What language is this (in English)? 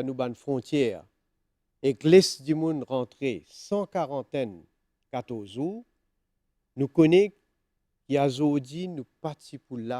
Morisyen